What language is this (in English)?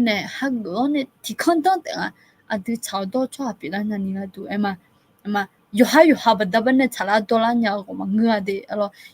Akha